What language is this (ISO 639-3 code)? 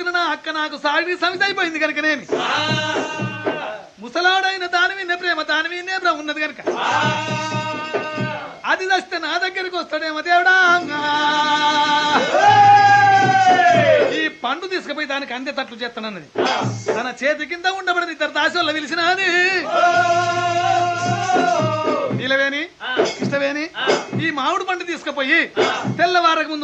tel